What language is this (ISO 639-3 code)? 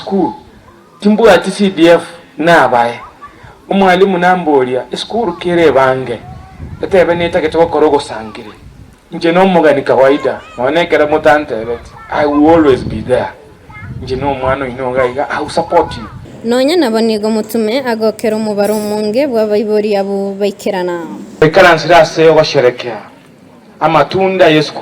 guz